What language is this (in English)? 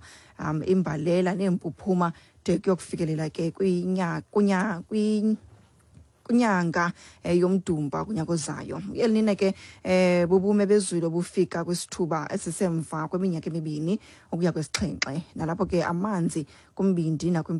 Xhosa